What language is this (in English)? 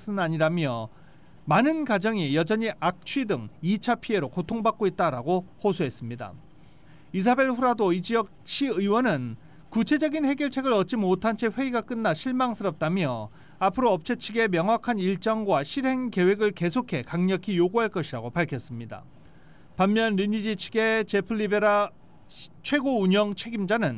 Korean